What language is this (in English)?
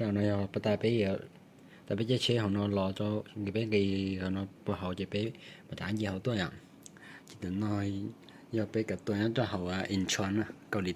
Hmong